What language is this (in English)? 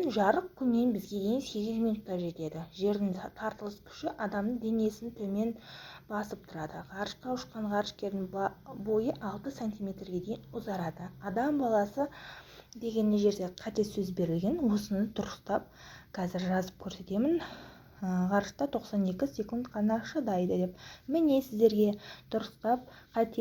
Kazakh